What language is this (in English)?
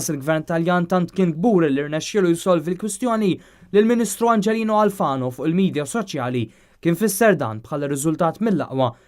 Maltese